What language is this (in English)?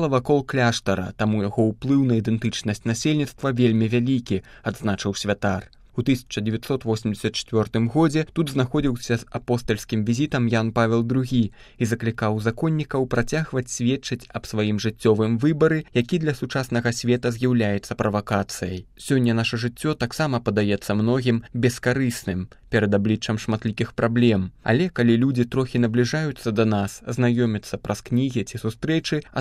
Belarusian